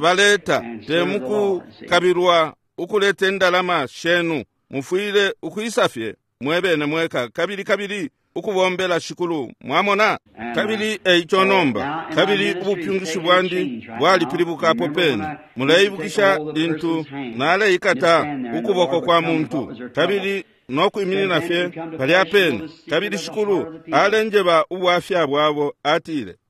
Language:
Bemba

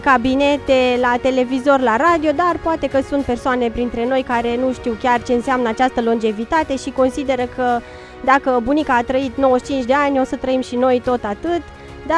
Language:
Romanian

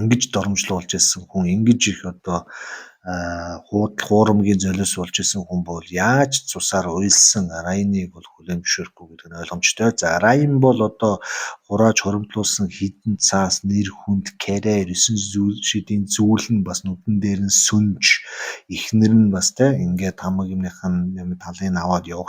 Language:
Mongolian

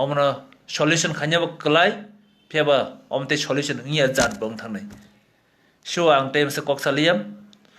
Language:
Kok Borok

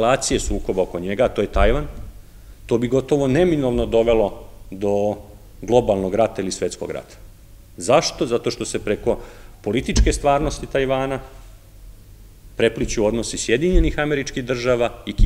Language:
Serbian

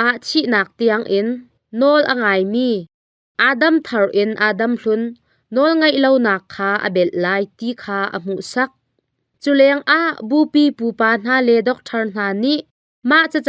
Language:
Hakha Chin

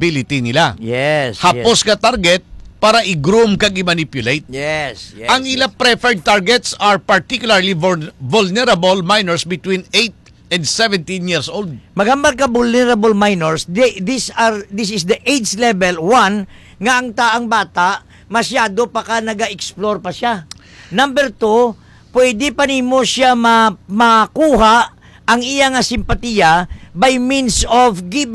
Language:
Hiligaynon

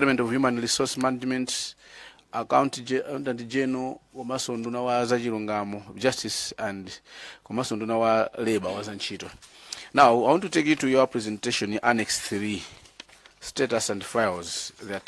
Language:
Nyanja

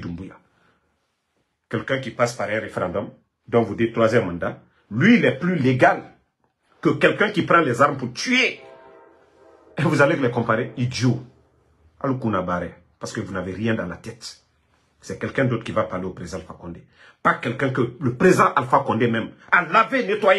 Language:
French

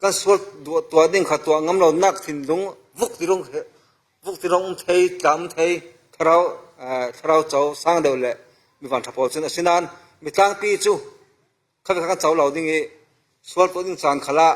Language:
Falam Chin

